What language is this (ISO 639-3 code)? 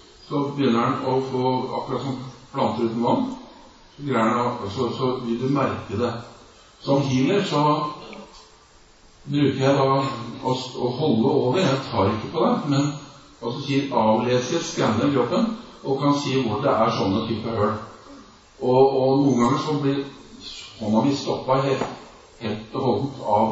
nor